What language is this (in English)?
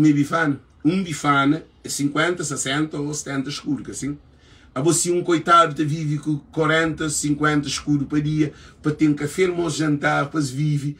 Kabuverdianu